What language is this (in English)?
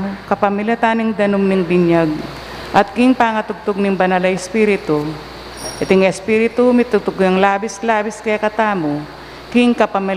Pampanga